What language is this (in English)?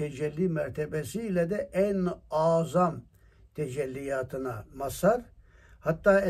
Turkish